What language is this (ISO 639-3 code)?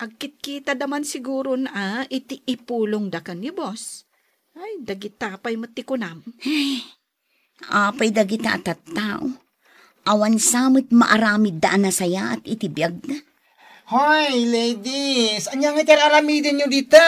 ilo